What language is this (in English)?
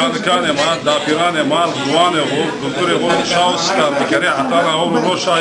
Zaza